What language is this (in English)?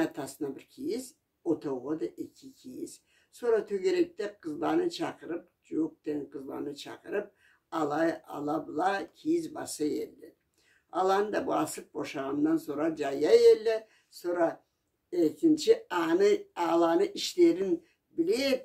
Karachay-Balkar